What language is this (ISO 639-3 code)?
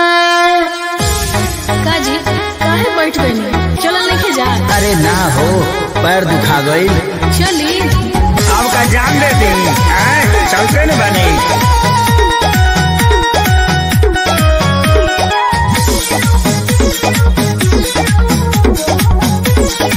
bho